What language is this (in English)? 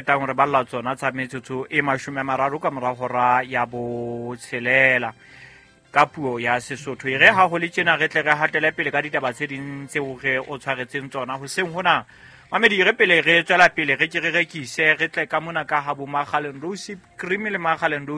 Southern Sotho